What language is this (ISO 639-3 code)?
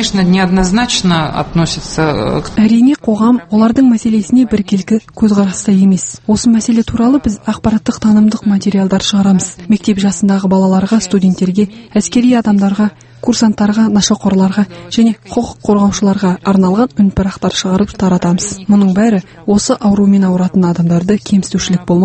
kaz